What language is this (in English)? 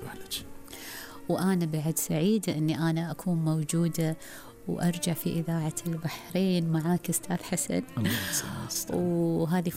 Gulf Arabic